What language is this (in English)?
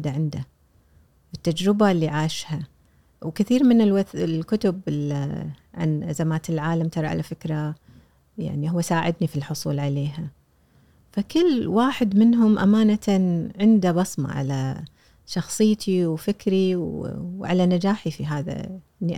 Gulf Arabic